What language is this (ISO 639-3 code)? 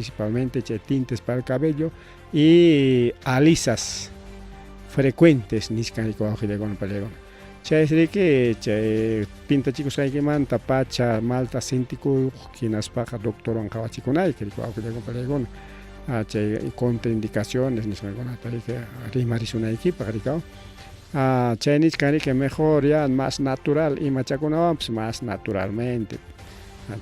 quy